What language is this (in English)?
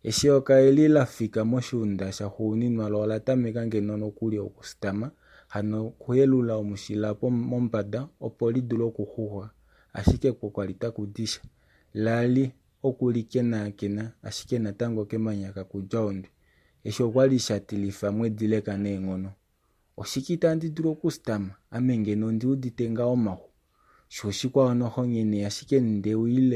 Kuanyama